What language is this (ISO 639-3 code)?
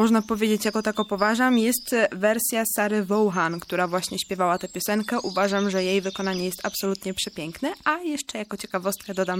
pol